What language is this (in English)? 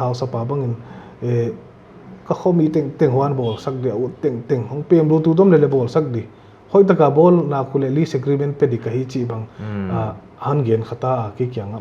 Paite Chin